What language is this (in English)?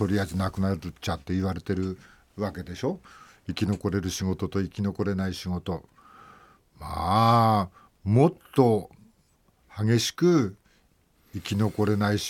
Japanese